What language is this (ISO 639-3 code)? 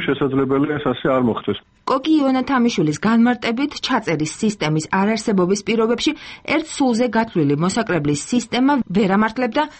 kat